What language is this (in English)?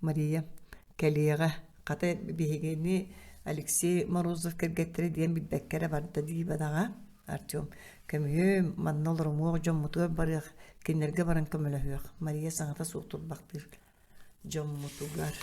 Yakut